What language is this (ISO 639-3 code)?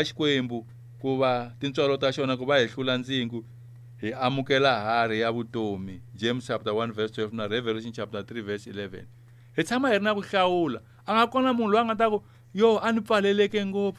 tso